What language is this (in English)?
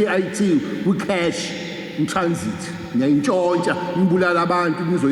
Zulu